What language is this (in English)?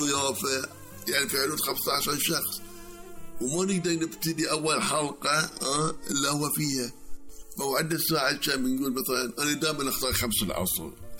Gulf Arabic